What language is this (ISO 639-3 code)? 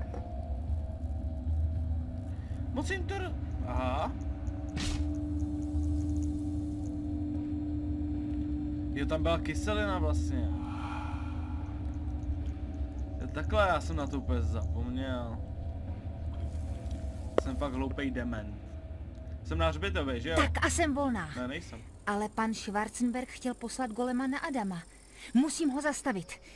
ces